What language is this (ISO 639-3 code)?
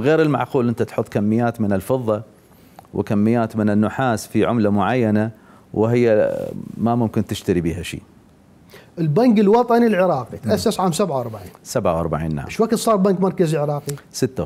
acm